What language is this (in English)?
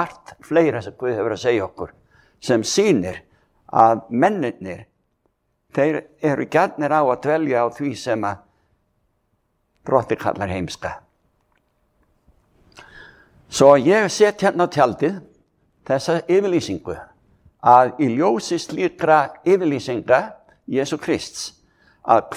Icelandic